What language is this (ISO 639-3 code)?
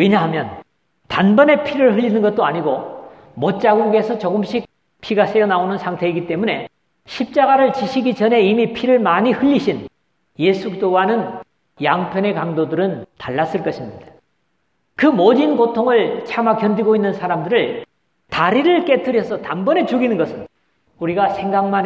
kor